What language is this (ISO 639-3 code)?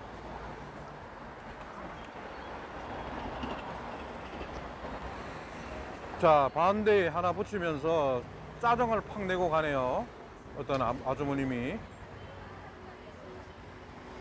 kor